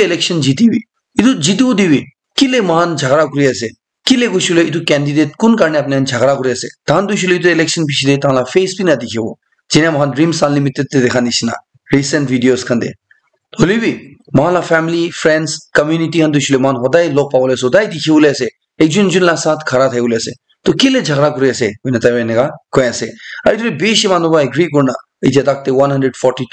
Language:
Naga Pidgin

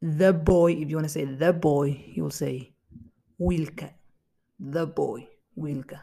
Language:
English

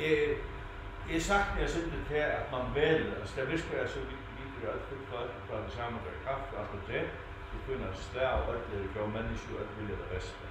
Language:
Faroese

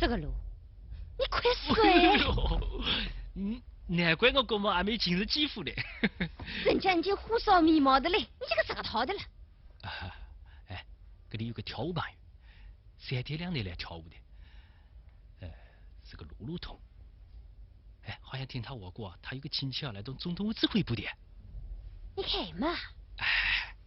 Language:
Wu Chinese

